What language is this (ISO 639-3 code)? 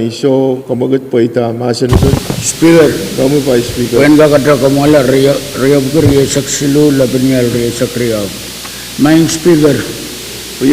pon